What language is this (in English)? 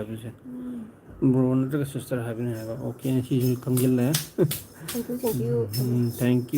Manipuri